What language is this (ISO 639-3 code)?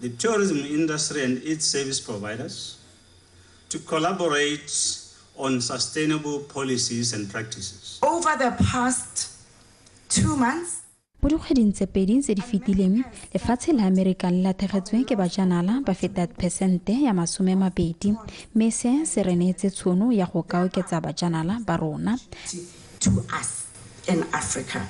tsn